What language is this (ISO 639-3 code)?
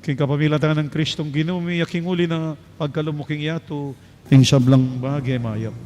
pam